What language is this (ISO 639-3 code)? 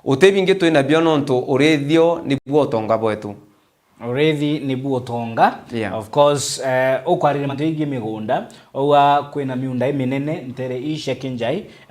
mer